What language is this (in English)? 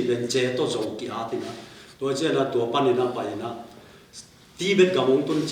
Tedim Chin